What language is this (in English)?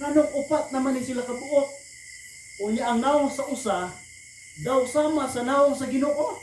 Cebuano